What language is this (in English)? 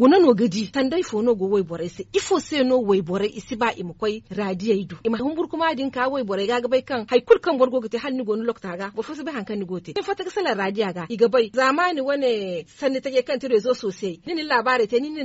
Zarma